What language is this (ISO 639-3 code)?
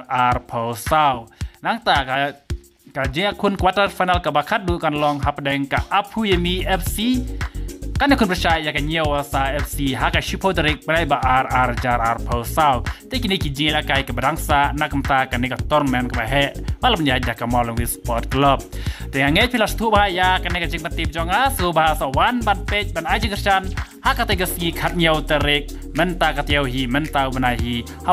kha